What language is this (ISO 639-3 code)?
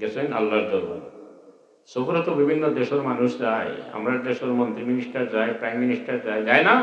syl